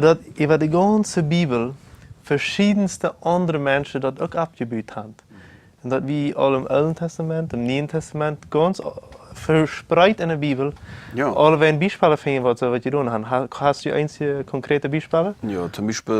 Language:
Plautdietsch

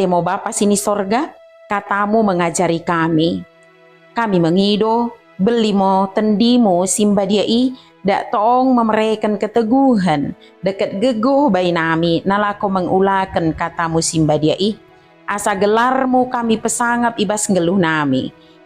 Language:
Batak Dairi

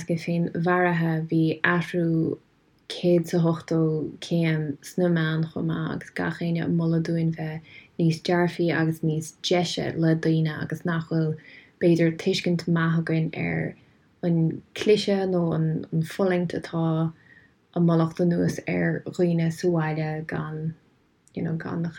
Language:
Irish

